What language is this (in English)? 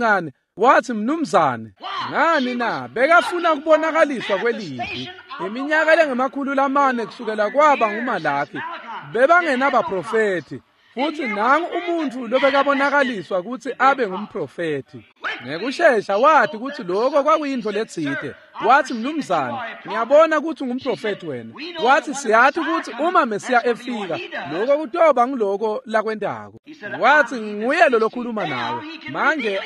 Swati